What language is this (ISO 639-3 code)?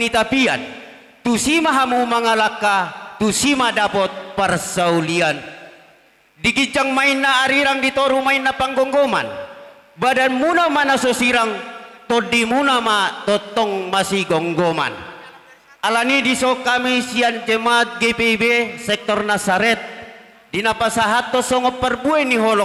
bbc